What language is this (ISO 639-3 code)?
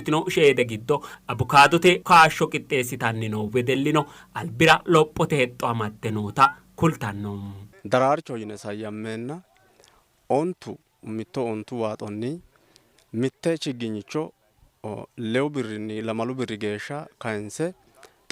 sid